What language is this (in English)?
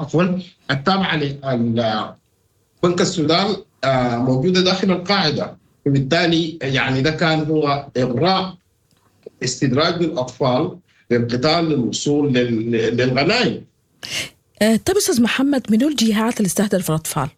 Sudanese Arabic